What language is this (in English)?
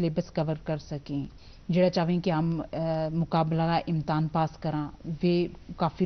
Gujari